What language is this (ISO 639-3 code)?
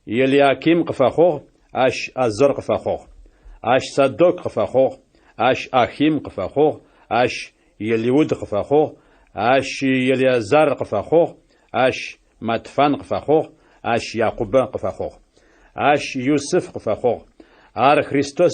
ady